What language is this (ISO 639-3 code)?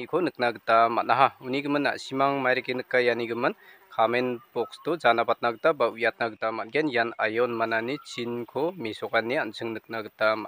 grt